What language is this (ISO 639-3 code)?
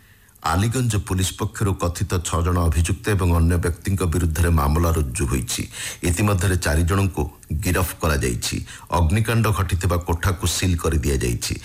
ori